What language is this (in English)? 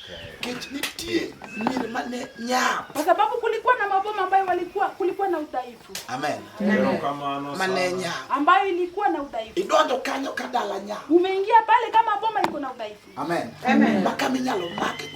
Luo (Kenya and Tanzania)